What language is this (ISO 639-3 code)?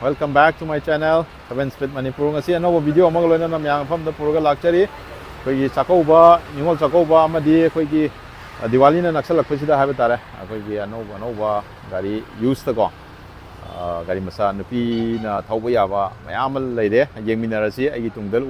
mni